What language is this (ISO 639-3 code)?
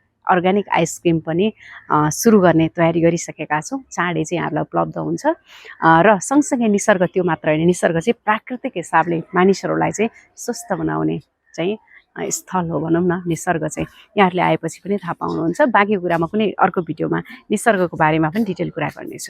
nep